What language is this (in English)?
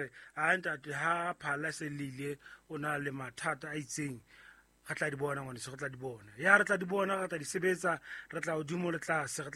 Southern Sotho